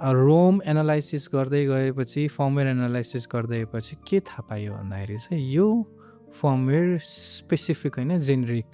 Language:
Nepali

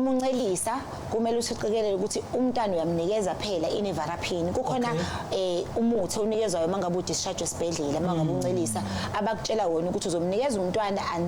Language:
Zulu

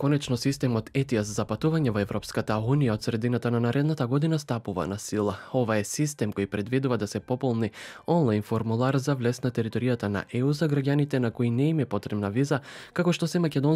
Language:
Macedonian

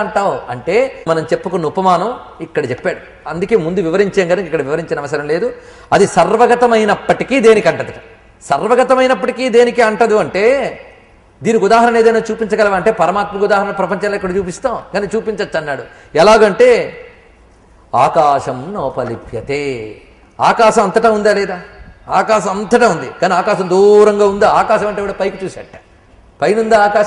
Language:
Telugu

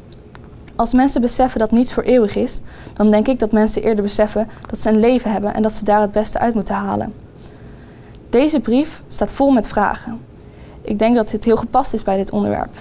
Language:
Dutch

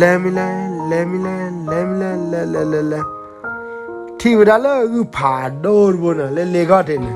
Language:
S'gaw Karen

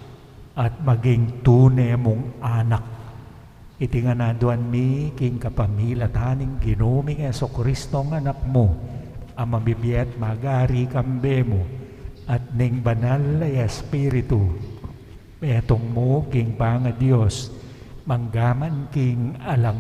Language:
Pampanga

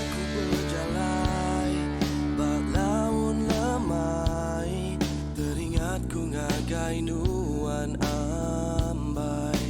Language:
Iban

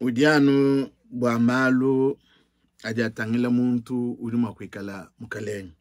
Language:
Luba-Lulua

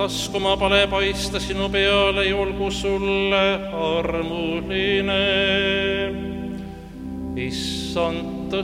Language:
Estonian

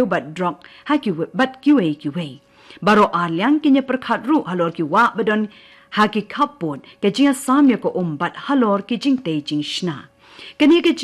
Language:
Khasi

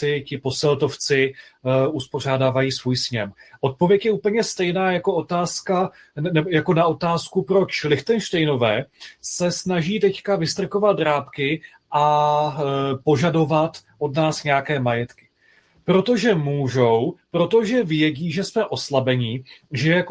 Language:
Czech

